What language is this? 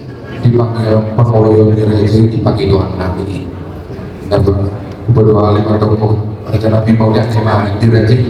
Batak Toba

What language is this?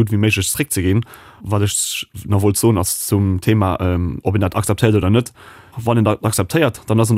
Luxembourgish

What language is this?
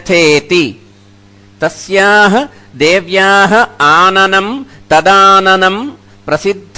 Sanskrit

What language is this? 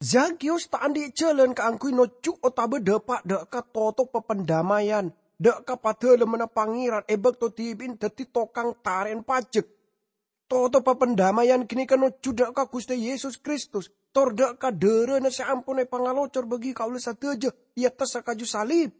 Madurese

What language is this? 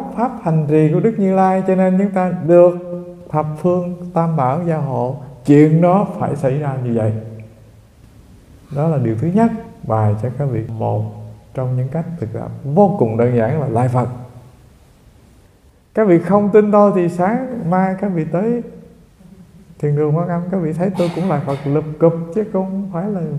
Vietnamese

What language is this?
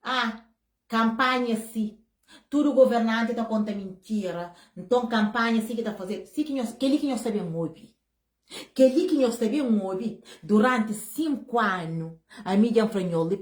Kabuverdianu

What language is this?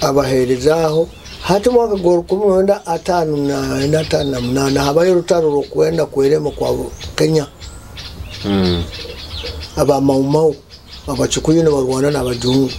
Nyoro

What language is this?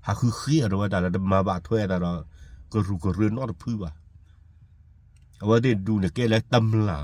S'gaw Karen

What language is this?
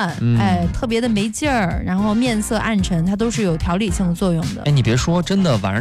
Chinese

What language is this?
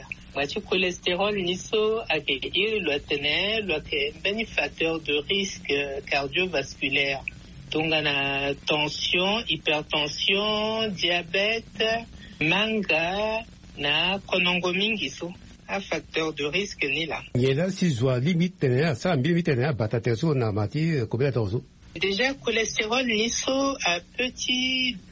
Sango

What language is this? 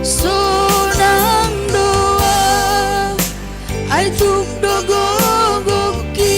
Batak Simalungun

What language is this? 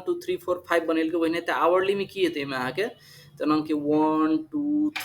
Maithili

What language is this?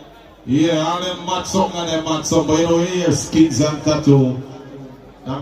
Jamaican Creole English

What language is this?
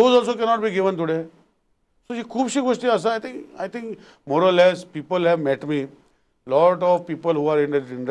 Konkani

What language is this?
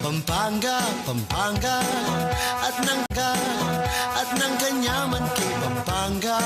Pampanga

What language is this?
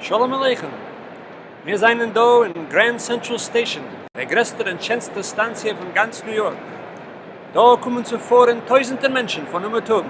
Yiddish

